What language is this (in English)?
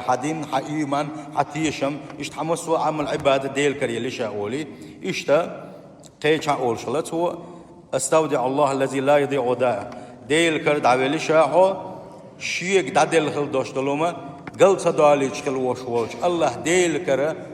Chechen